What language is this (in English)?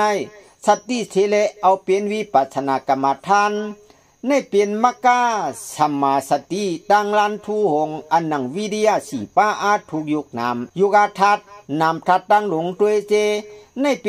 Shan